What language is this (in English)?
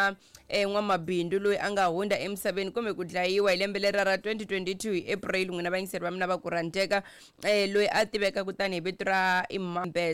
Tsonga